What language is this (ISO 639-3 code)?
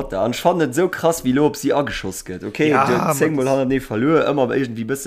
ltz